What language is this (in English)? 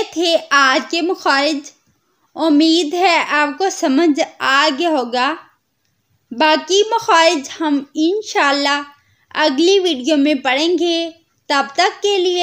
Urdu